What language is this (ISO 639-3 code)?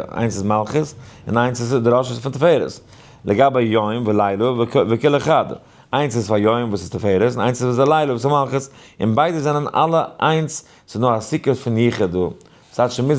yid